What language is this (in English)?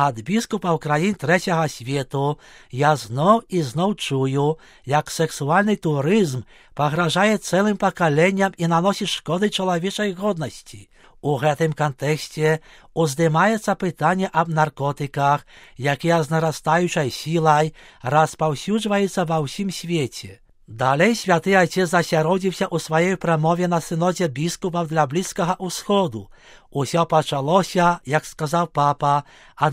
Belarusian